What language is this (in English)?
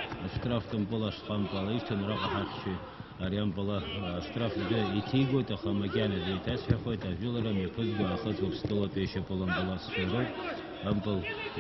Abkhazian